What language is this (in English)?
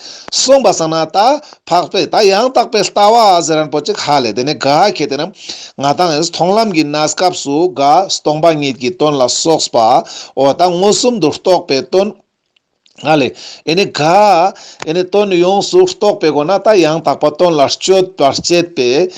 Ladakhi